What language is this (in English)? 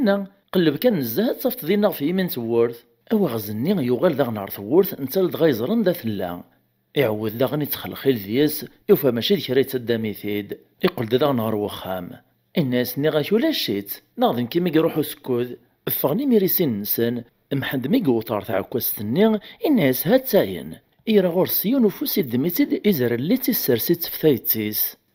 Kabyle